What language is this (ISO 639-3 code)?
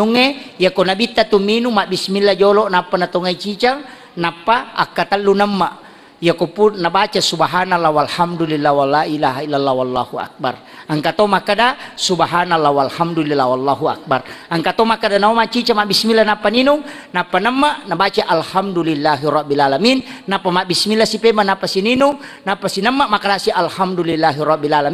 bug